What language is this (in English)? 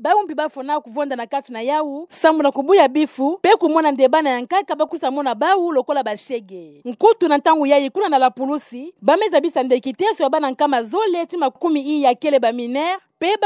Kituba (Democratic Republic of Congo)